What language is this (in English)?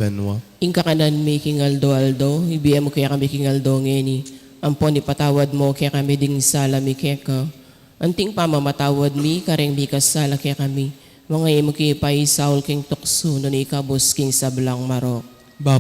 Pampanga